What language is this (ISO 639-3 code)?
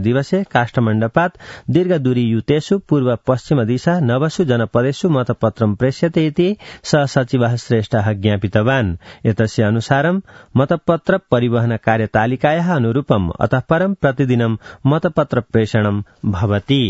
san